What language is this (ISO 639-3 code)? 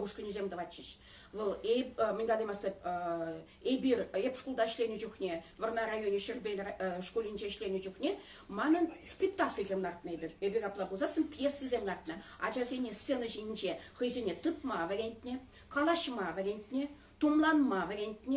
chv